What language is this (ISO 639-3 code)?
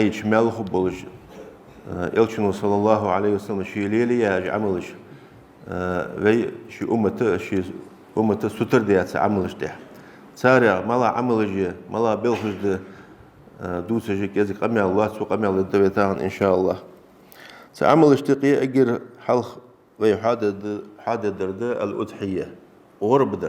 inh